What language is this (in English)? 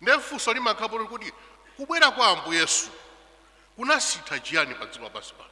Nyanja